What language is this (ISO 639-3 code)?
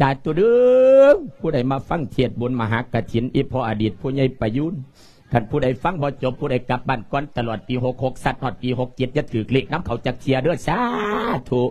lao